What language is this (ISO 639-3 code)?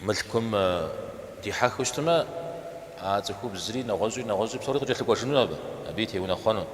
kbd